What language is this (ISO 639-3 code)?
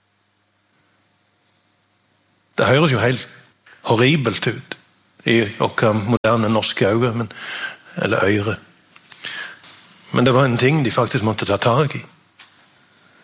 nor